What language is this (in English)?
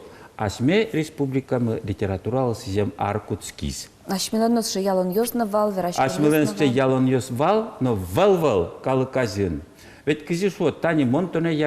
Udmurt